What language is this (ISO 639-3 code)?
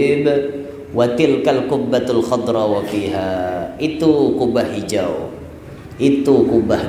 bjn